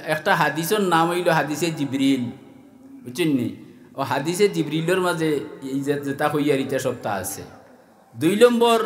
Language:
Sylheti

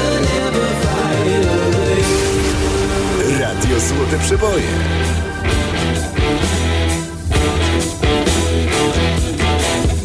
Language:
Polish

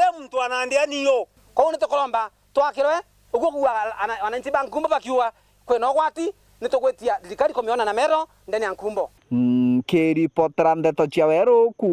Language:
Meru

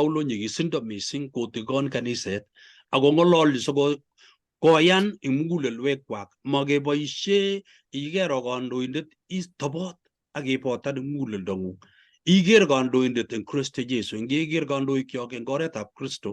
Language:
Kalenjin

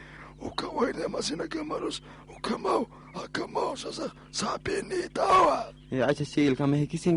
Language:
Aymara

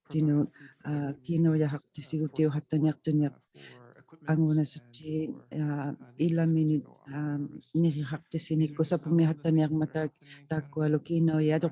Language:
Inuktitut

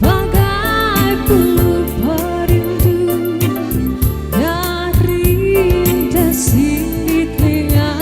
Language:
Musi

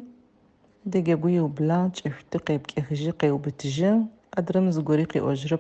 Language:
Adyghe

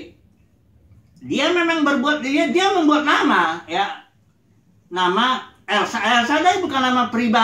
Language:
Indonesian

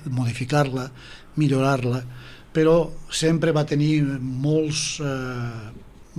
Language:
Catalan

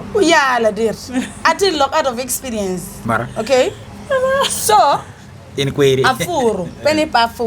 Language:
Acoli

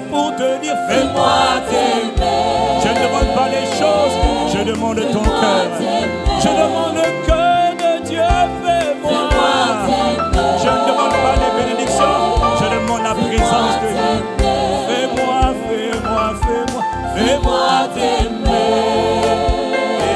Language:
French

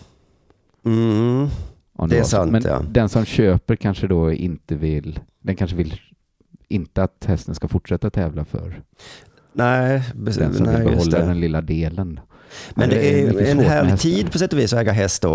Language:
Swedish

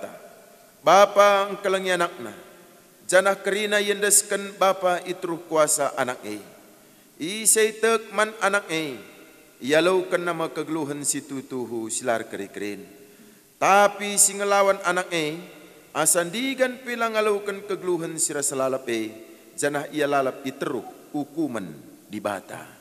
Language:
Batak Karo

